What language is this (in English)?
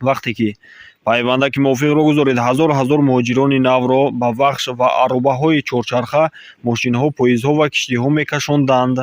Tajik